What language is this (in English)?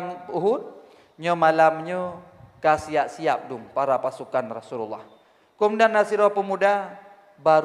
Achinese